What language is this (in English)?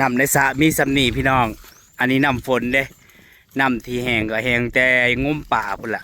Northeastern Thai